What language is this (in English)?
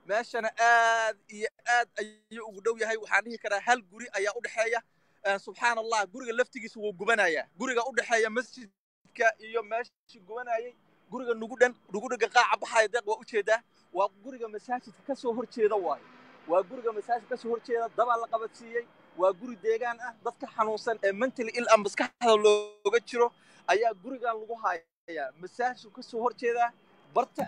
Somali